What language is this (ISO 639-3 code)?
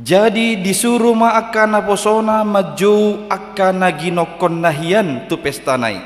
bbc